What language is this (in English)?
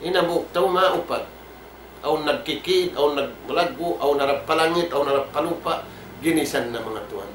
Tausug